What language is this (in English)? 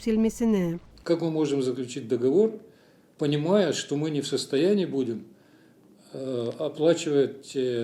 Gagauz